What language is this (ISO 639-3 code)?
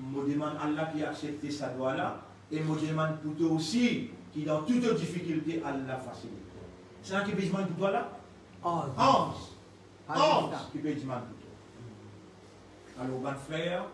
mfe